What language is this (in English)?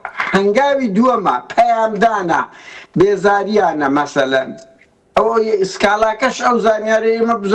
Central Kurdish